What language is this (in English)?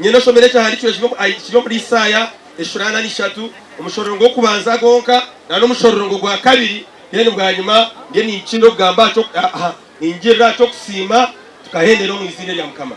Nyankole